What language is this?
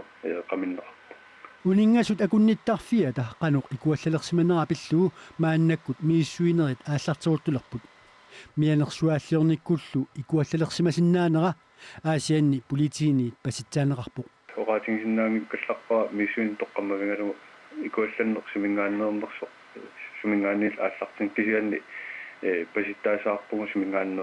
Kalaallisut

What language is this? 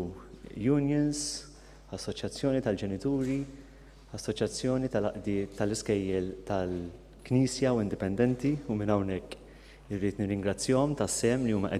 Maltese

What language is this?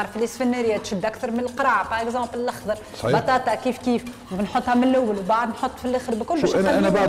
Tunisian Arabic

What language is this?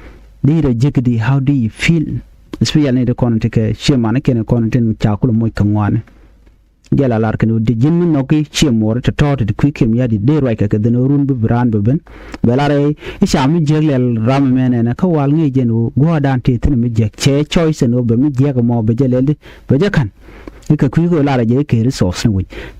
Nuer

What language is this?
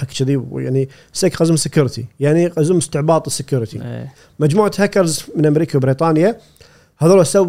Gulf Arabic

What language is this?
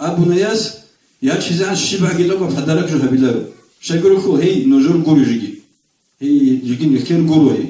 Avaric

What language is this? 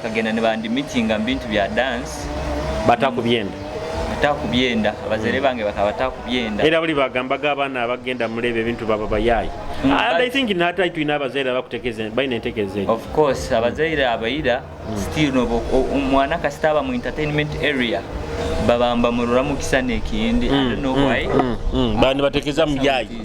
Nyoro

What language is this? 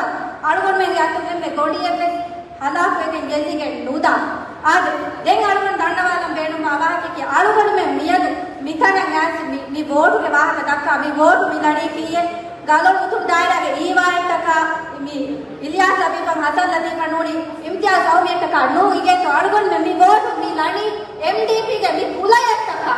Divehi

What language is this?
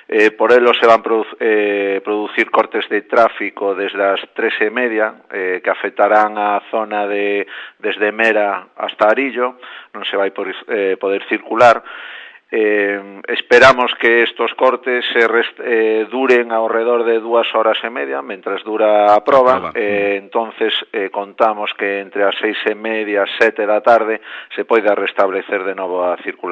Galician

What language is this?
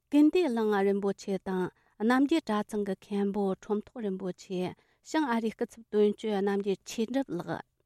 Tibetan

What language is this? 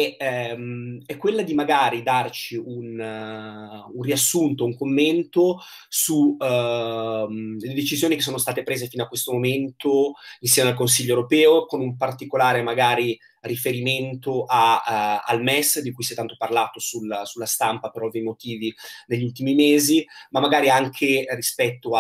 Italian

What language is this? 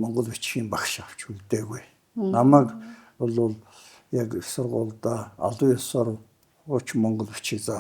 Mongolian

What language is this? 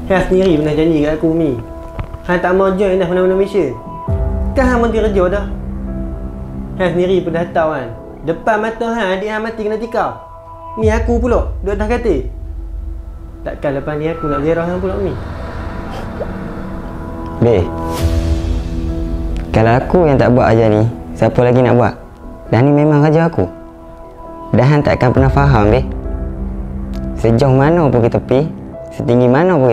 Malay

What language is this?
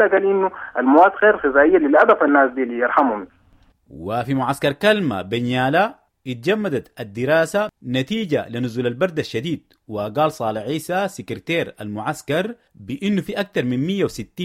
Sudanese Arabic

